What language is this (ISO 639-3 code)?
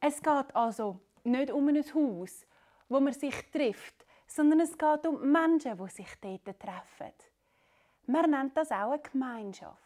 gsw